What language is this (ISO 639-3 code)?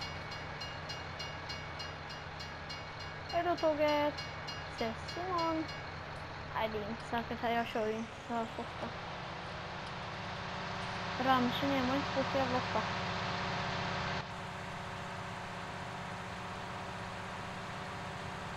swe